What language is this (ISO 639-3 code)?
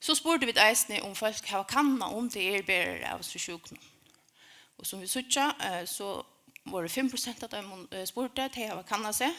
fao